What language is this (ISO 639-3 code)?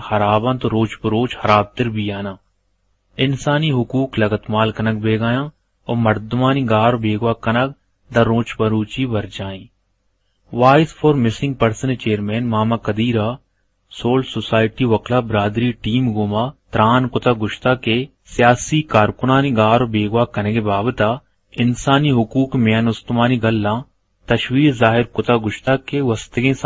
bgp